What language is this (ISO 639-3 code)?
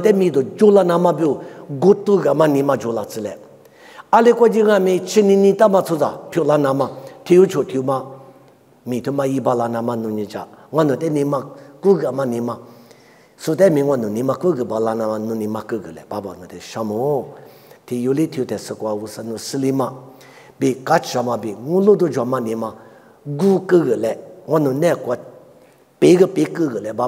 lis